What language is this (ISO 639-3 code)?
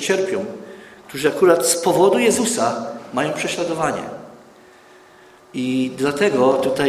pol